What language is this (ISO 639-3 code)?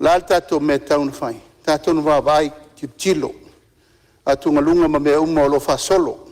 smo